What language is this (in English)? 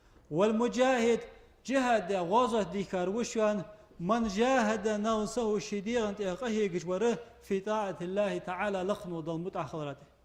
Ingush